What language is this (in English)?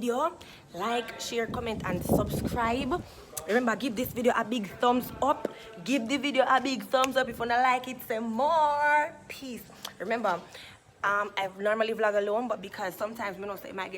Jamaican Creole English